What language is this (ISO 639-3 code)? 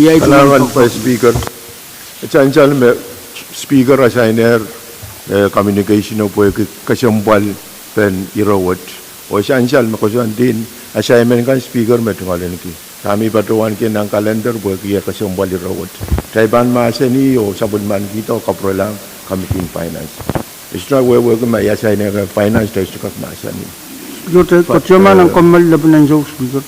pon